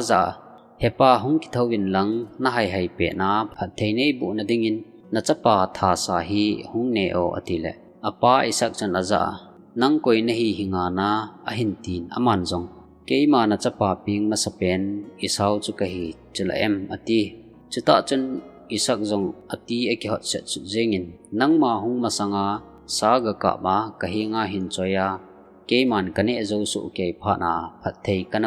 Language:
Thado Chin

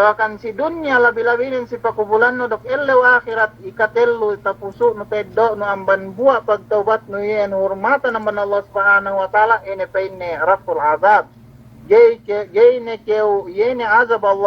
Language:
Yakan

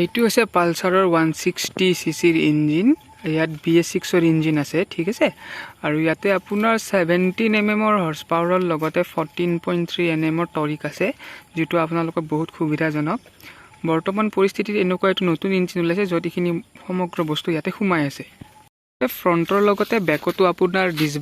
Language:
Assamese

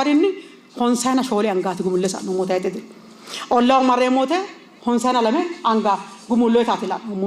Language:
Sidamo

